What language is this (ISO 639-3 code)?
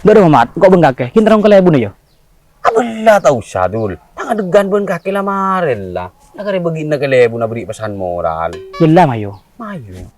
mad